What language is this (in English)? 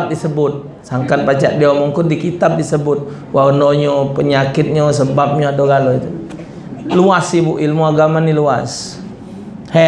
Musi